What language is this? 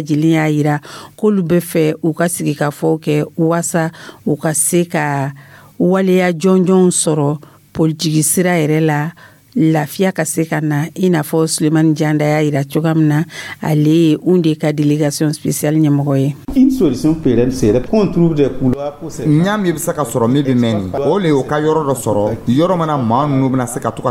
Dyula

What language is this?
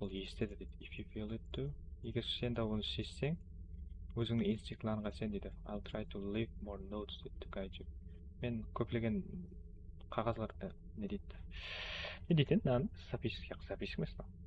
Kara-Kalpak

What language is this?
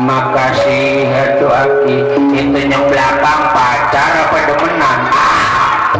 Betawi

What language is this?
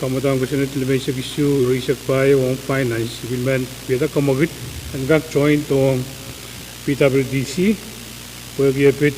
Pohnpeian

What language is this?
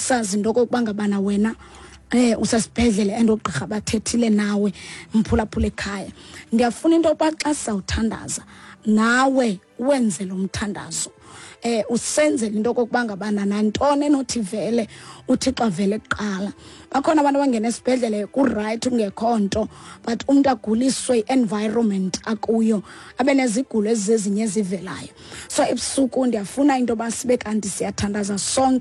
Xhosa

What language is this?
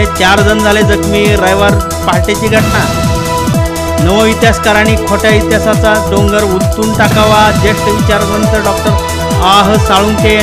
Marathi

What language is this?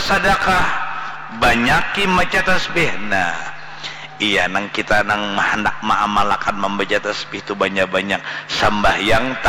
Banjar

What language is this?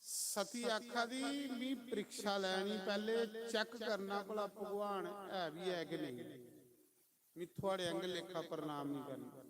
Dogri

